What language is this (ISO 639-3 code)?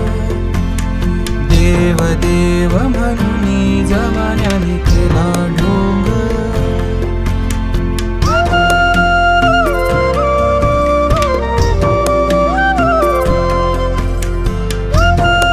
mar